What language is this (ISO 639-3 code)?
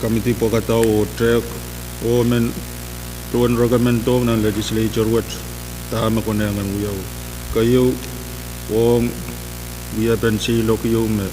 pon